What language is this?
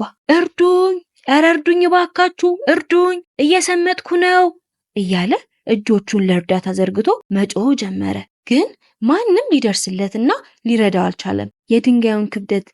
Amharic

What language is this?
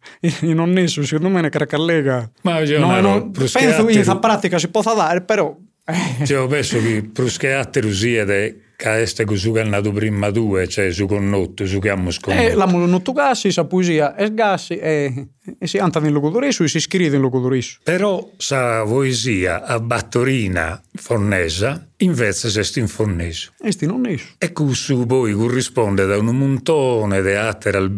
Sardinian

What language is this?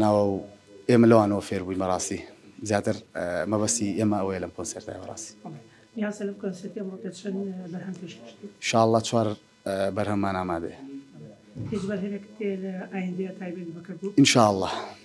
Central Kurdish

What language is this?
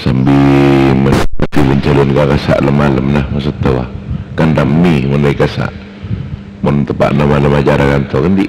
Madurese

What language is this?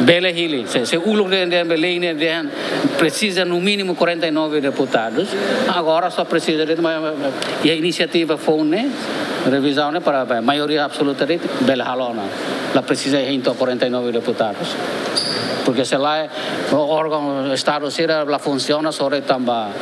Tetum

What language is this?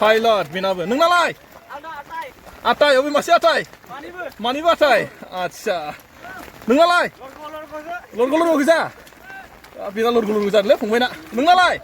Bodo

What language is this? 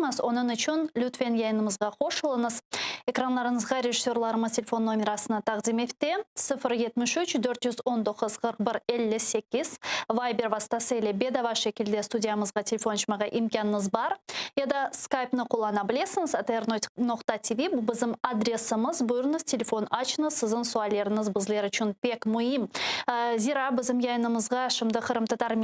Crimean Tatar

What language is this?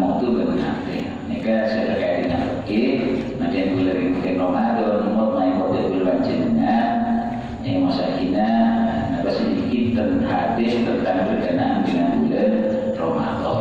Madurese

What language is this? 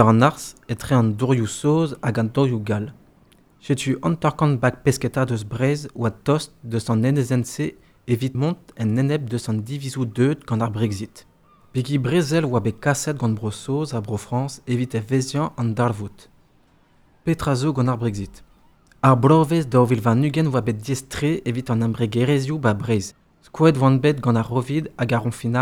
Breton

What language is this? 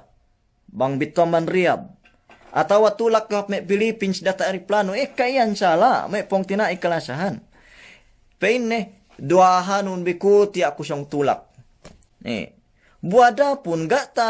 Yakan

